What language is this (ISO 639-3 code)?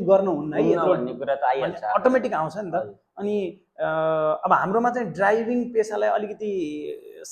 nep